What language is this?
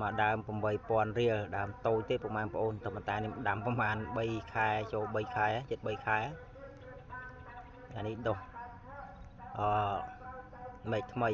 Khmer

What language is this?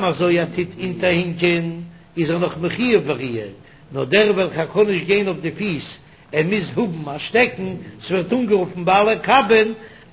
Yiddish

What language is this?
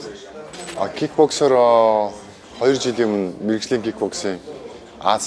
Mongolian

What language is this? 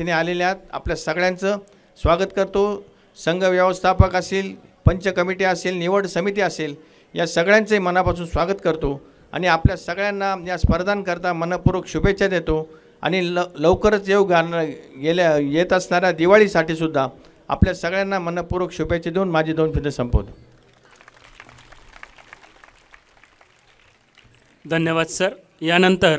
Marathi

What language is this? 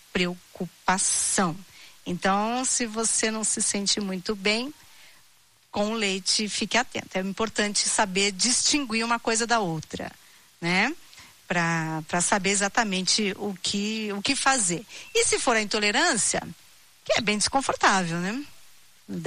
Portuguese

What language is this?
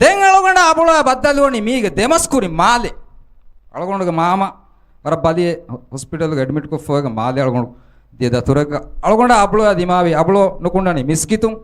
Divehi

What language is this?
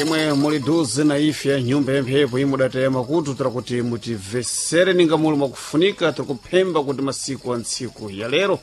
Sena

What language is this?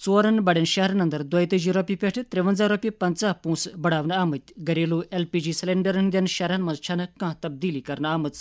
Kashmiri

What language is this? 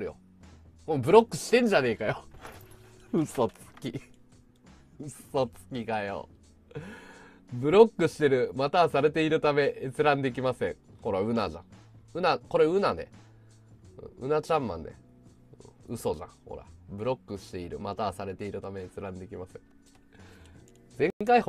Japanese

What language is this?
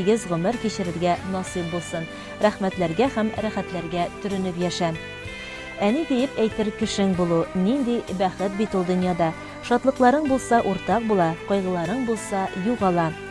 Tatar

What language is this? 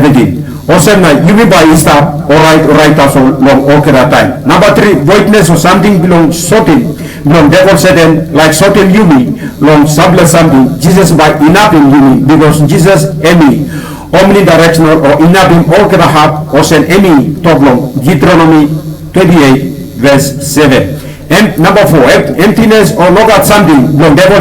Tok Pisin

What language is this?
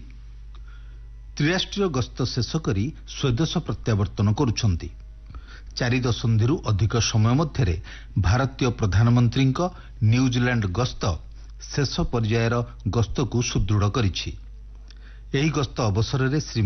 Odia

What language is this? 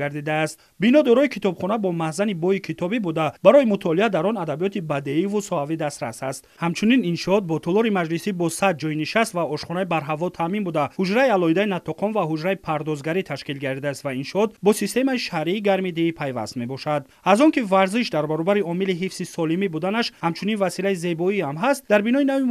Tajik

